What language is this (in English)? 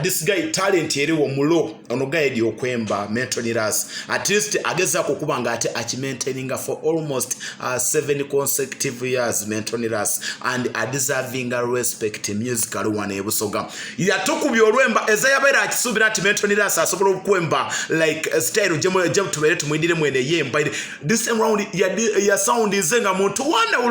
Soga